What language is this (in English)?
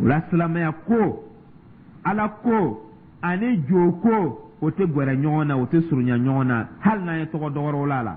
Dyula